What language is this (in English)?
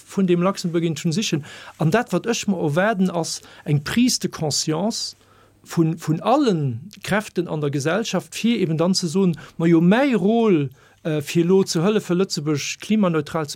Luxembourgish